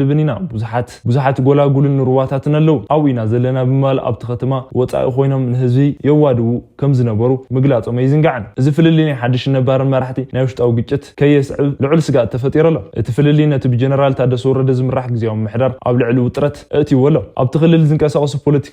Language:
Tigrinya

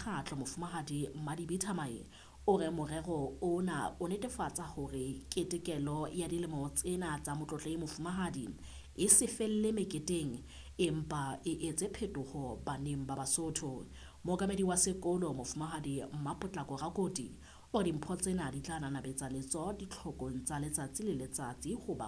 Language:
Southern Sotho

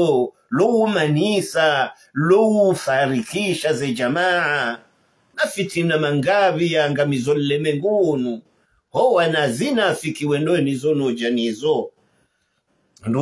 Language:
Swahili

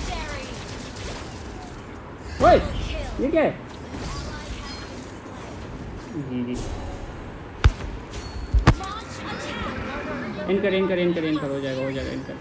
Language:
Hindi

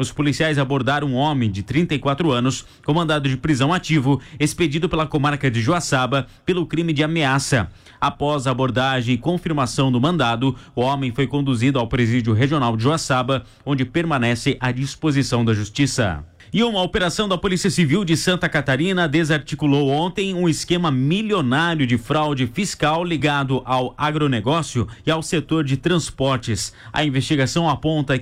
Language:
Portuguese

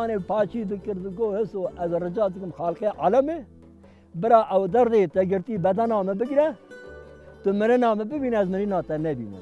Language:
Kurdish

